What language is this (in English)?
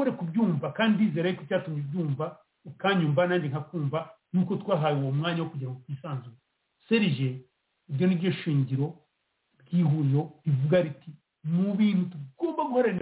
Kinyarwanda